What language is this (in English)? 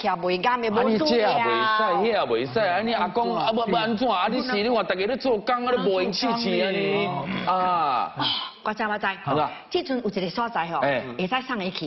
Min Nan Chinese